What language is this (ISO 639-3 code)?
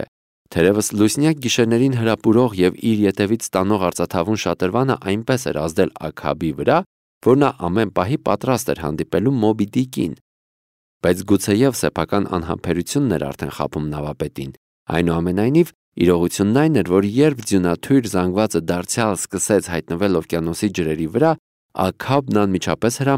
hye